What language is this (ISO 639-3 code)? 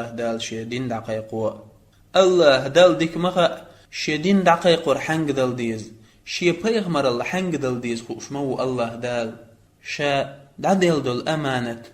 che